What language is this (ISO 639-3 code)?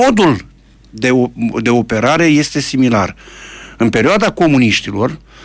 ron